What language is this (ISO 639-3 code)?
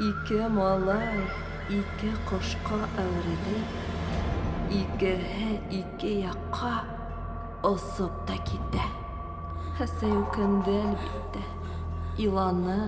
bak